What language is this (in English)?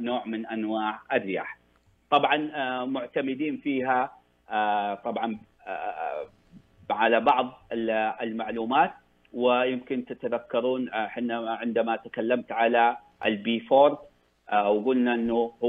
Najdi Arabic